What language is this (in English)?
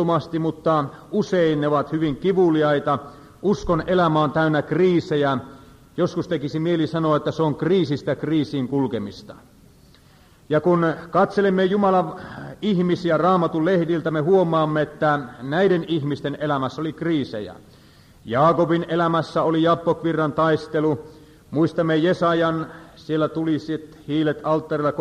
Finnish